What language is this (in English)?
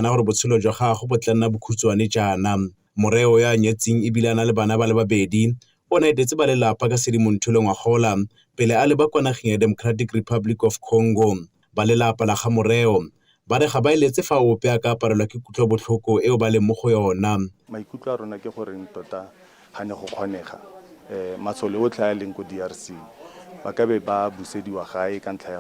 Tswana